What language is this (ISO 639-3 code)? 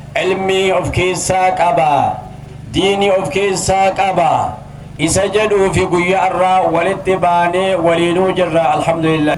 orm